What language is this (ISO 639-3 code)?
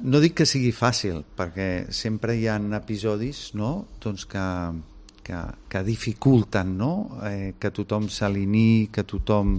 cat